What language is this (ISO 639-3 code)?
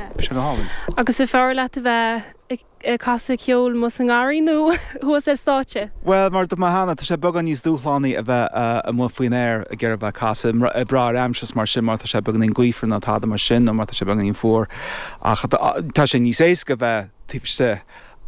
gle